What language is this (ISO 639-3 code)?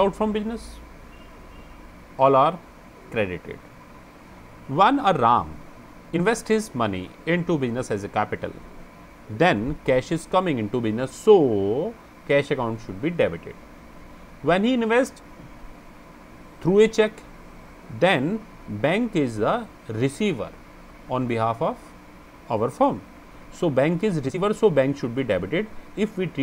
eng